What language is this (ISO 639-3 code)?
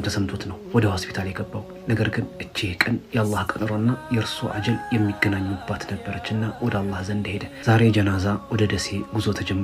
amh